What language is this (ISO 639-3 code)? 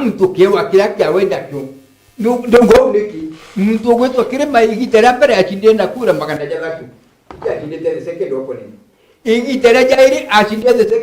mer